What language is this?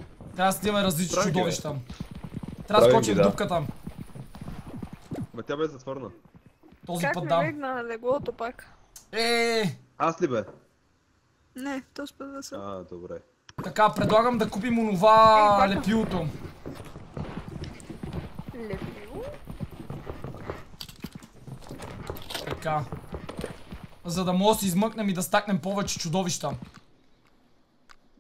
Bulgarian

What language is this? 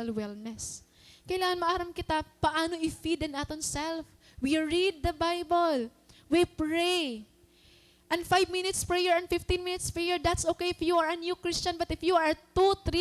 Waray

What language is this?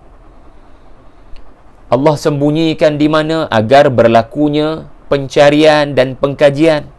Malay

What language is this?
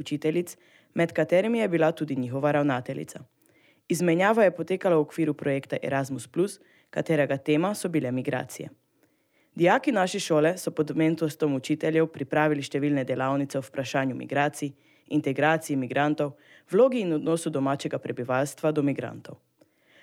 Slovenian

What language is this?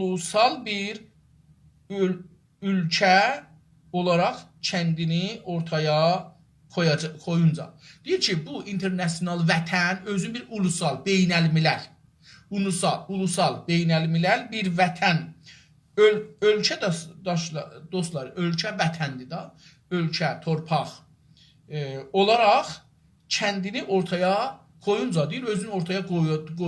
South Azerbaijani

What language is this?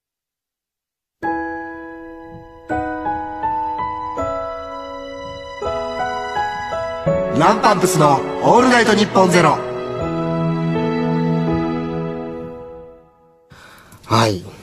Japanese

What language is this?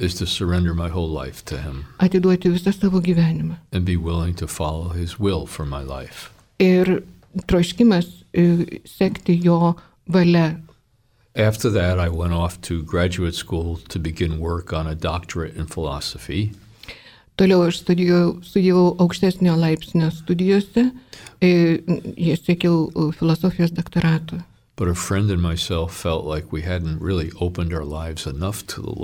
Lithuanian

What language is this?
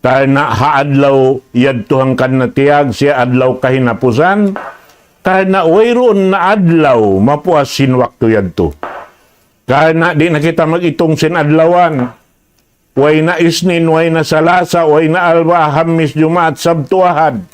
Tausug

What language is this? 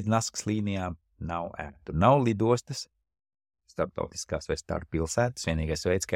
Latvian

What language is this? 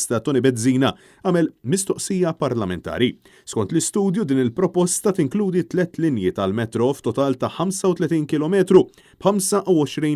Maltese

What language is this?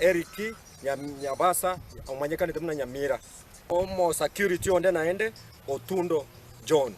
Gusii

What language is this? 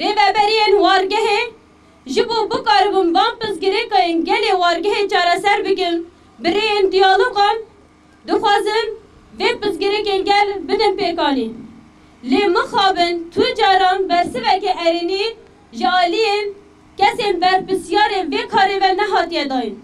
Kurdish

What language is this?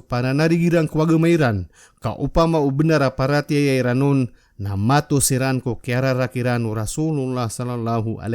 Maranao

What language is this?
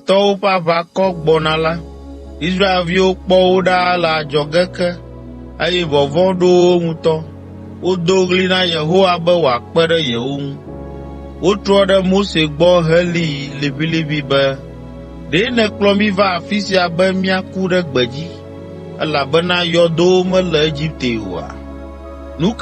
Ewe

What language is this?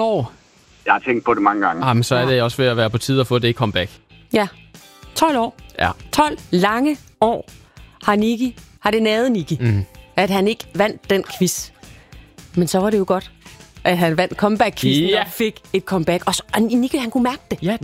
Danish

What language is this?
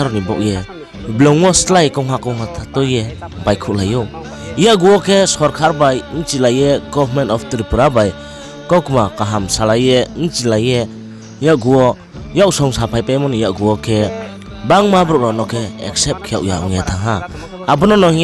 Riang (India)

